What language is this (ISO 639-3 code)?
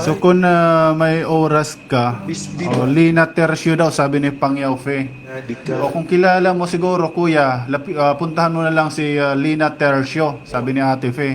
war